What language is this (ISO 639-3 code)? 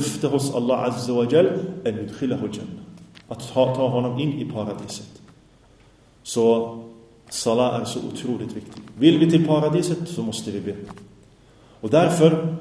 swe